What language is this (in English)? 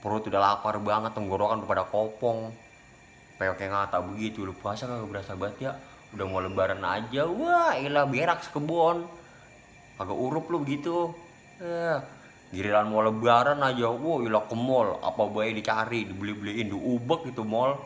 Betawi